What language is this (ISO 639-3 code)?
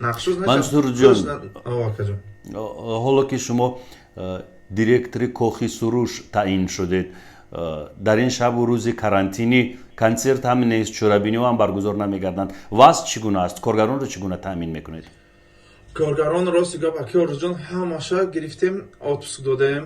tgk